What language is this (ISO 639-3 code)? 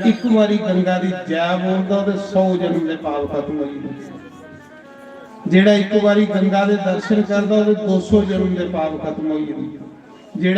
doi